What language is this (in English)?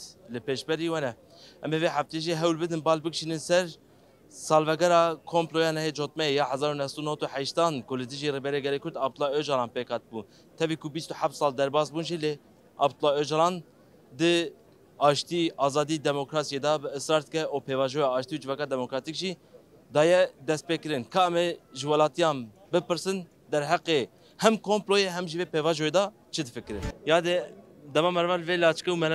Kurdish